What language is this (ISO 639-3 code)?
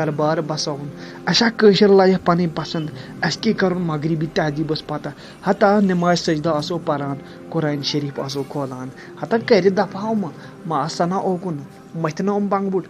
kas